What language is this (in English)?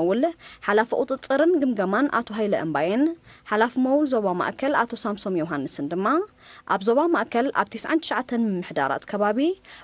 Tigrinya